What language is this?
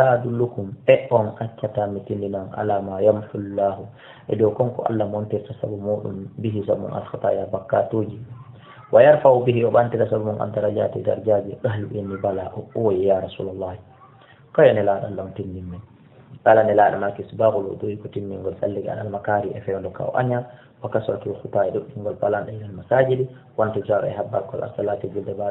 Fula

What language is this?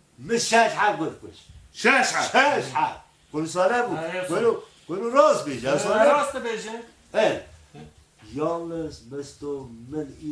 Kurdish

